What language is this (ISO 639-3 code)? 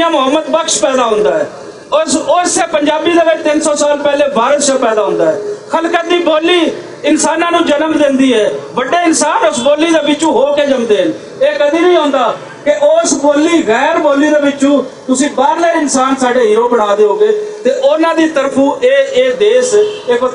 lah